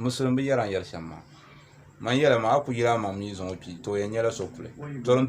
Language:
Dagbani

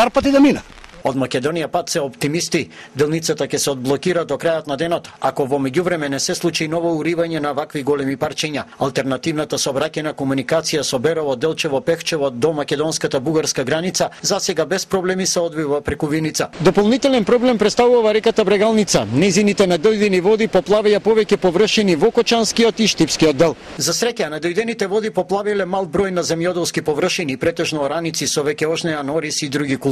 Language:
Macedonian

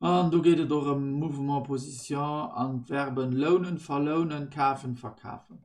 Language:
Luxembourgish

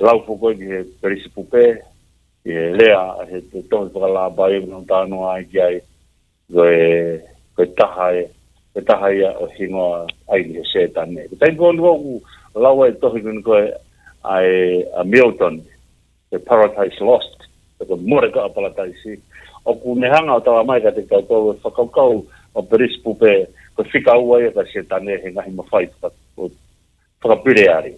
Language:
Tongan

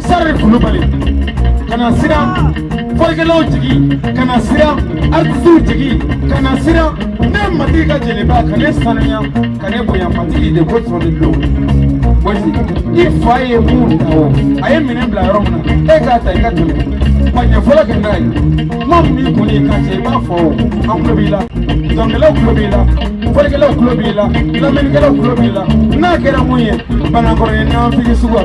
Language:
Bambara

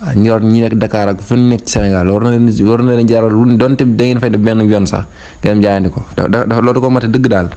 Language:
Wolof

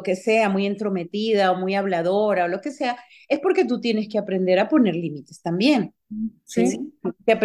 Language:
Spanish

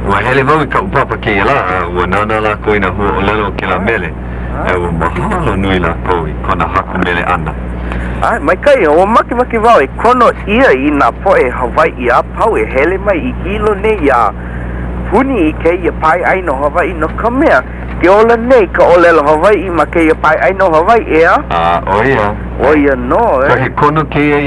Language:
Hawaiian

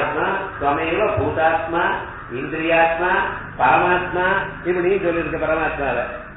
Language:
Tamil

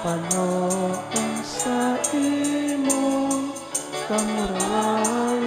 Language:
Bikol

